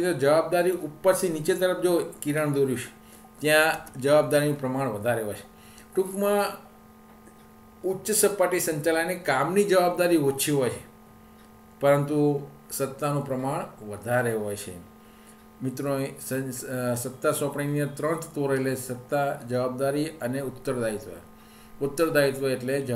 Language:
Gujarati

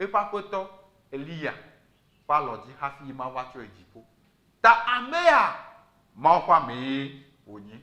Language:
Ewe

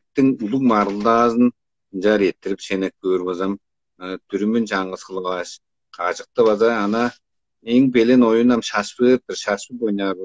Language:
Tuvinian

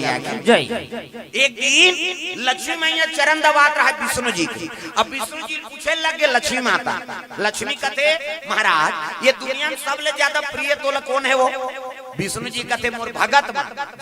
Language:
Chhattisgarhi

